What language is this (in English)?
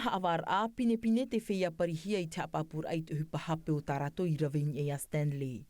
Tahitian